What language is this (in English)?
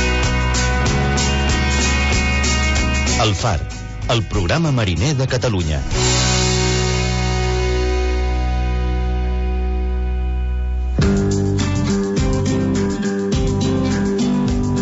Catalan